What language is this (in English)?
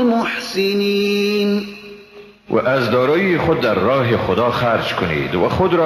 Persian